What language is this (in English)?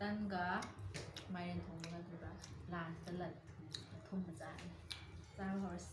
Manipuri